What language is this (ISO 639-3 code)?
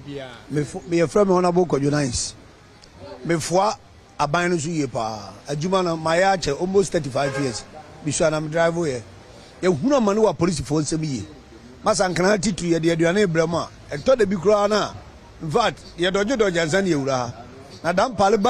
aka